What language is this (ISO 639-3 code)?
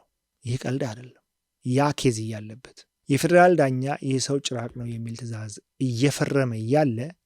amh